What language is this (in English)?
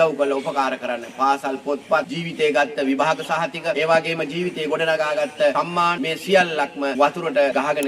Sinhala